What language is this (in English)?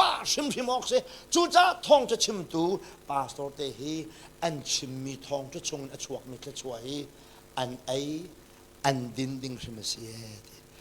Hakha Chin